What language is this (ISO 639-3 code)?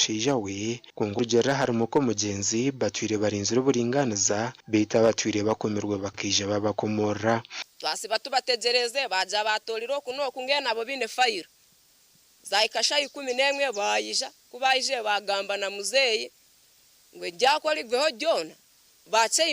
nyn